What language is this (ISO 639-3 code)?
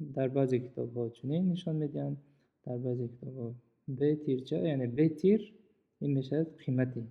tgk